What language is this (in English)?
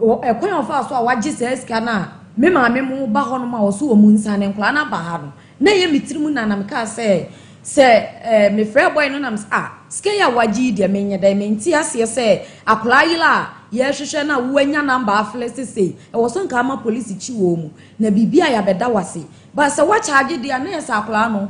Akan